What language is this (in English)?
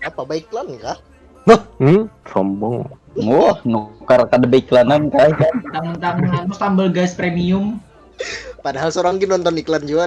Banjar